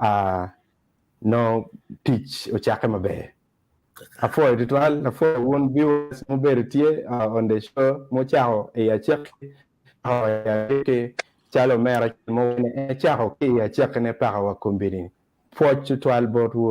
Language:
Acoli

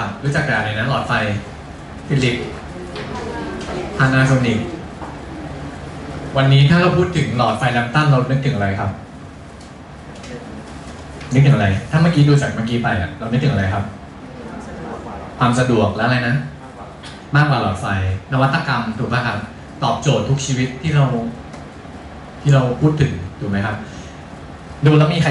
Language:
Thai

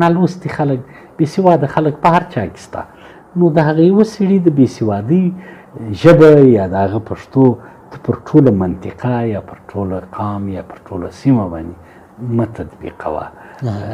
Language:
Pashto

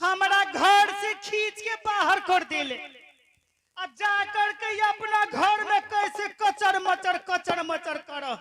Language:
Angika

